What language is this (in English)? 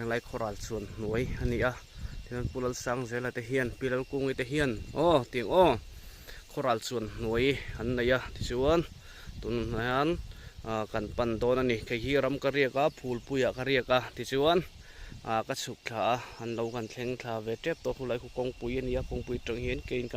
Mizo